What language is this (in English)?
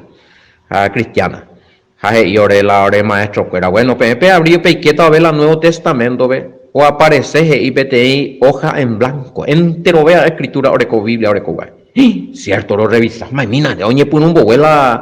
Guarani